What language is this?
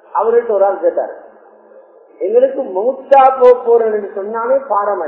Tamil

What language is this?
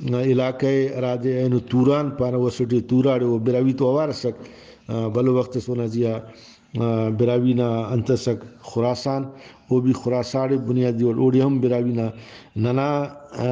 Brahui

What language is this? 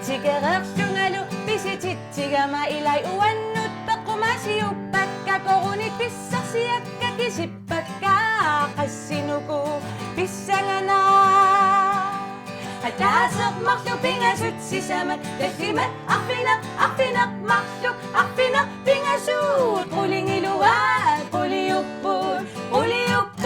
Kalaallisut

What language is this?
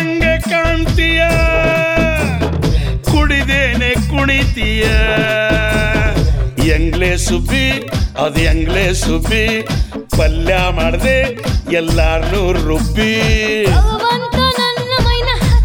Kannada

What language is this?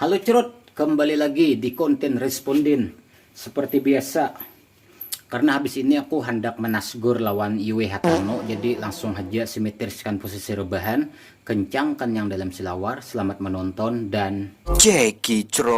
Banjar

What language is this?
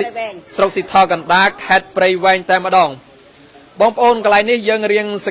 Khmer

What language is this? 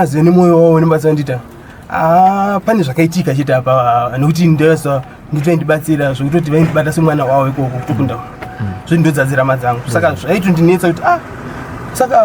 Shona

